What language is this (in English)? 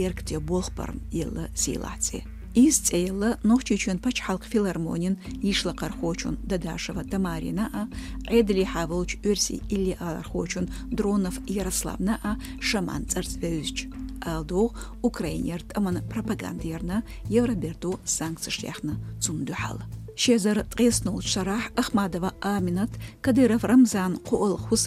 Chechen